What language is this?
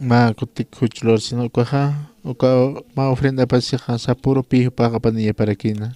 Aymara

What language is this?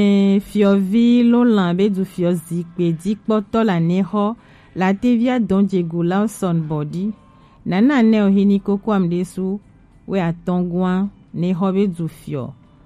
Gen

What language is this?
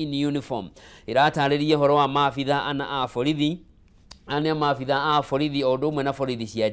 Kikuyu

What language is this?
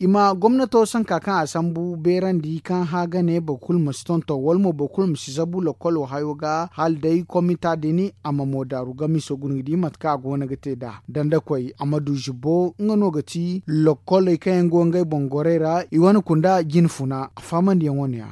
Zarma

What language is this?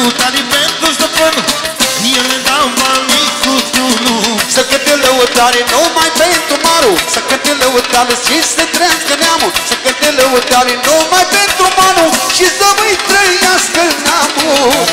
Romanian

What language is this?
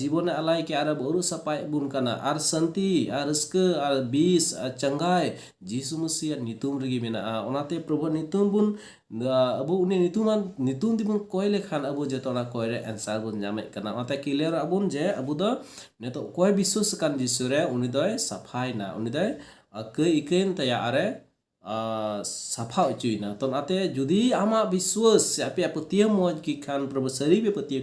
Santali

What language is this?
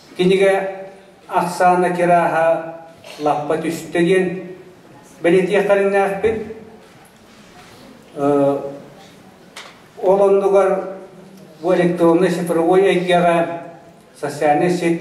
Kazakh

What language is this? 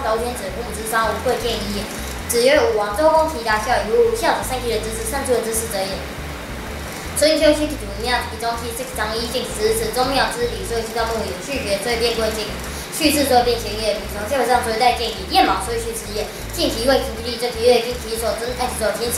Literary Chinese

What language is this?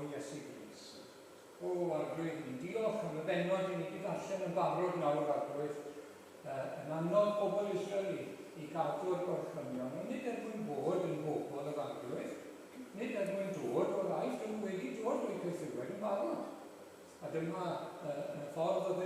Welsh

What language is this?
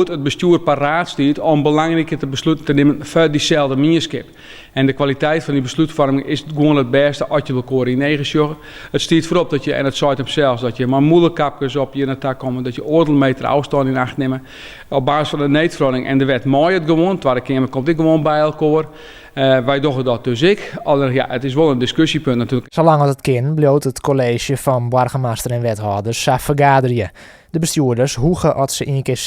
Western Frisian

